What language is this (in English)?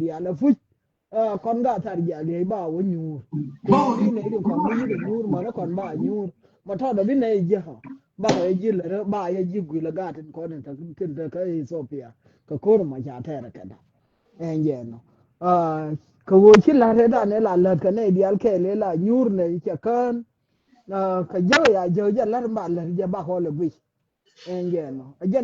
Nuer